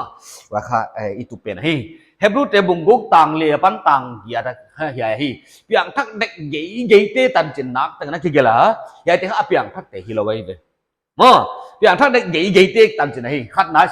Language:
Paite Chin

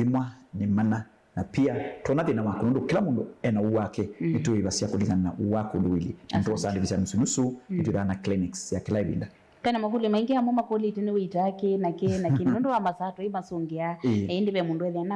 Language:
Kamba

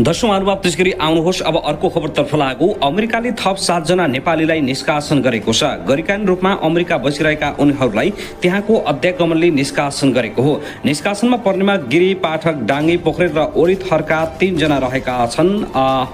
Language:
Nepali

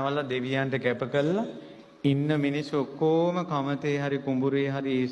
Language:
Sinhala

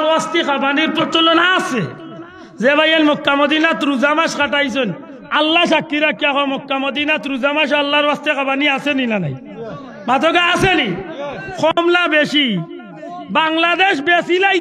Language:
Sylheti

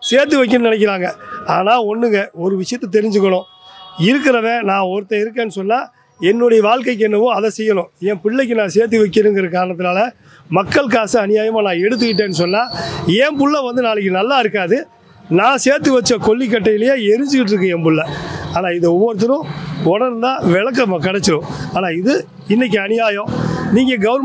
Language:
Tamil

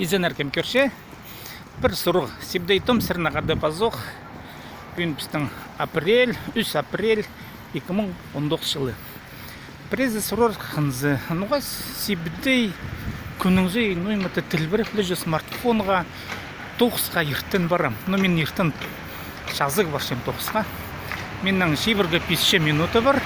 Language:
Khakas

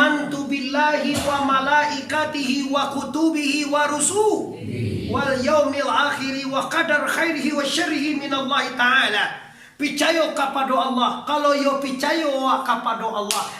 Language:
Minangkabau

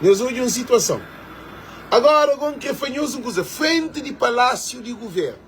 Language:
Kabuverdianu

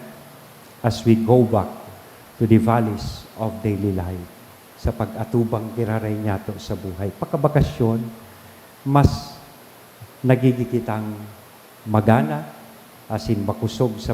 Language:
Bikol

